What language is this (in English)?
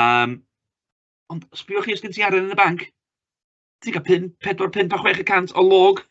Welsh